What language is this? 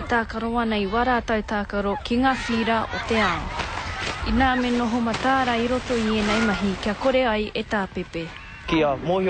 Māori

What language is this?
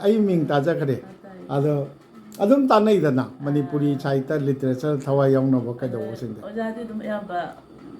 Manipuri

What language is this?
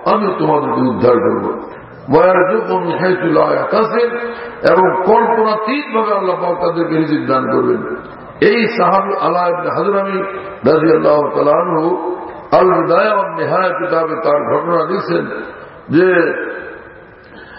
Bangla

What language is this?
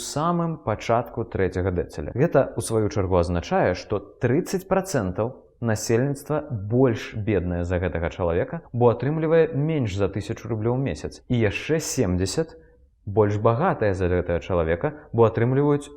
Belarusian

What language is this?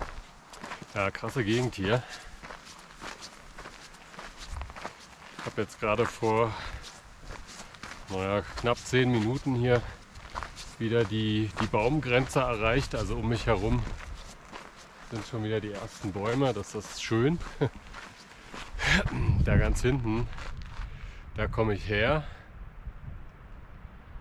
German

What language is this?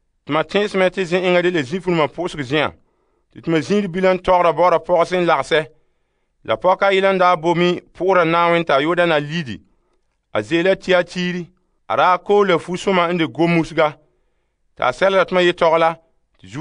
Frafra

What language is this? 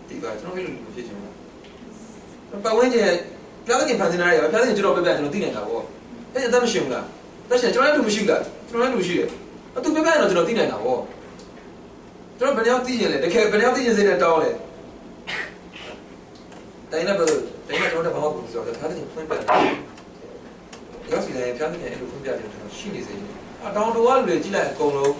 Burmese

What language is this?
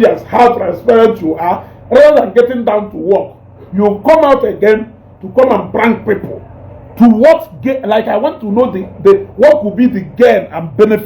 Igbo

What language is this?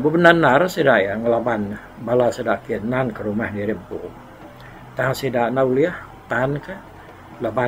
Iban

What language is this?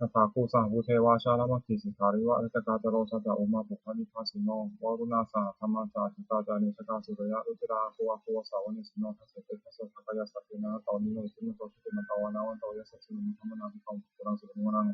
Pali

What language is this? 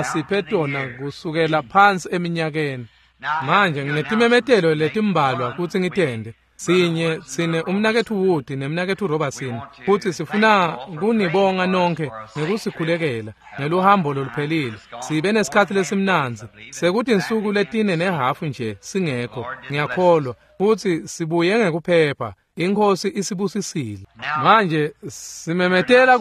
Swati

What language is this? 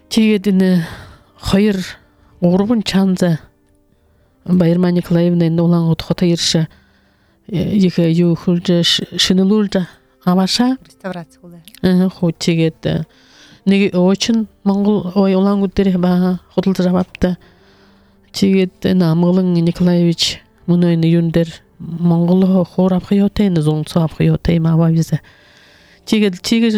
Buriat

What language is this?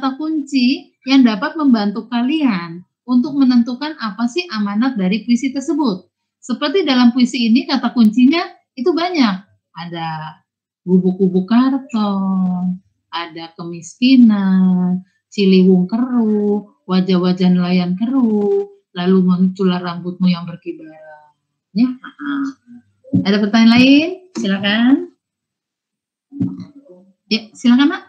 Indonesian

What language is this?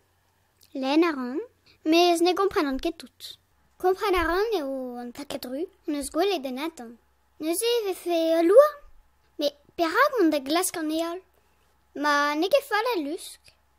Breton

